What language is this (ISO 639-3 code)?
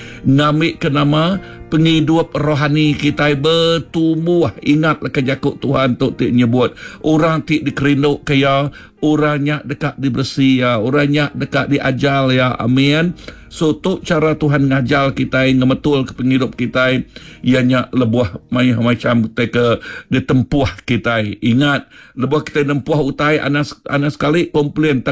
iba